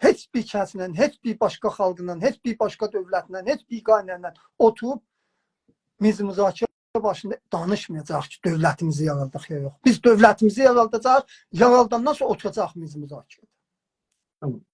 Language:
South Azerbaijani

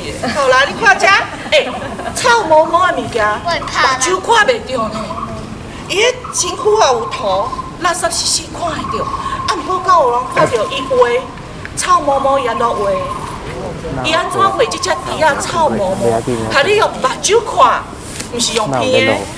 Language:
Min Nan Chinese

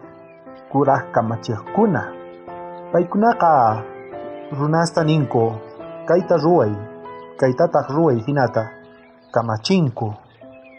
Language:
South Bolivian Quechua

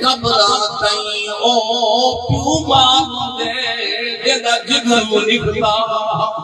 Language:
Saraiki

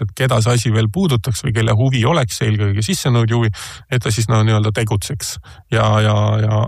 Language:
Estonian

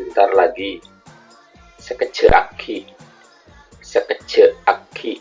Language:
Madurese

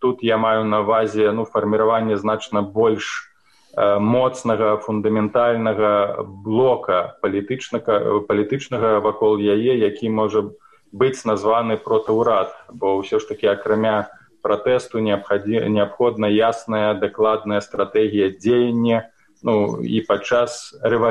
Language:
Belarusian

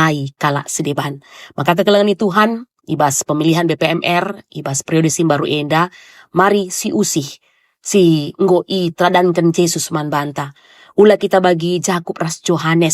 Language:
Batak Karo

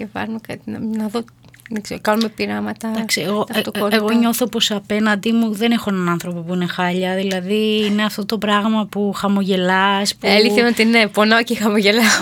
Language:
Greek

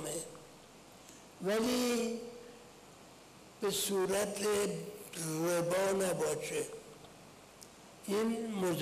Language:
Persian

